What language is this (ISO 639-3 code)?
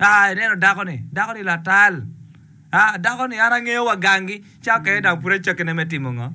ach